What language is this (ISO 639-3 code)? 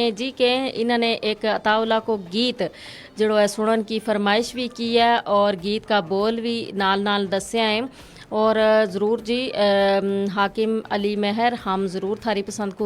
gju